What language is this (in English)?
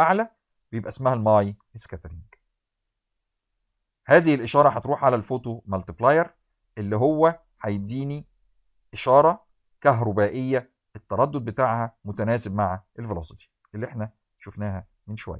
Egyptian Arabic